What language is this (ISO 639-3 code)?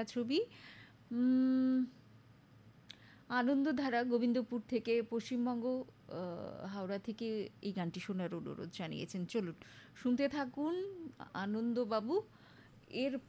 ben